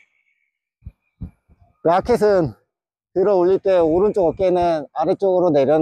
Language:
Korean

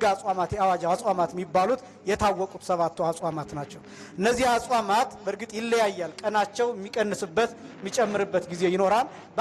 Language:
Amharic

